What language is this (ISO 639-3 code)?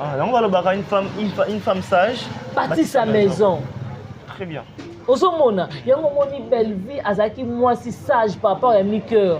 lin